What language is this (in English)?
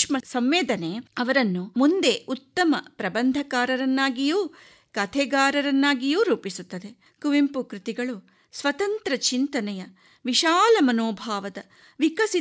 Kannada